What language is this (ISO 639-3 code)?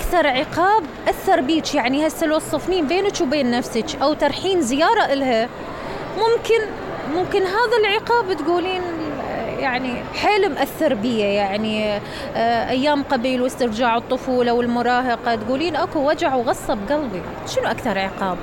acm